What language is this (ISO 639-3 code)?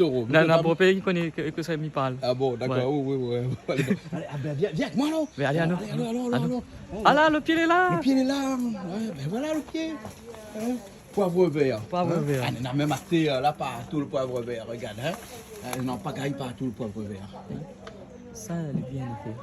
rcf